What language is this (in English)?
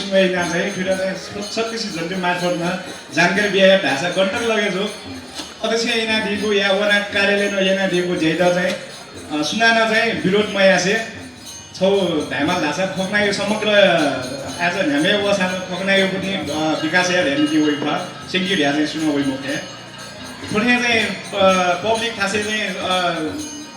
Newari